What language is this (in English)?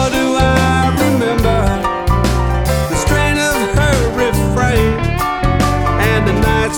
English